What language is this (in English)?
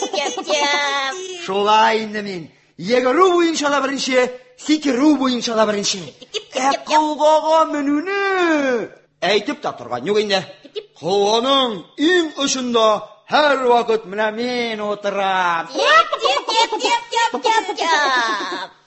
Tatar